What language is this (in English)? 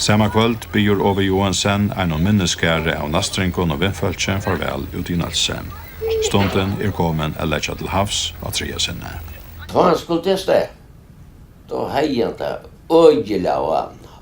Faroese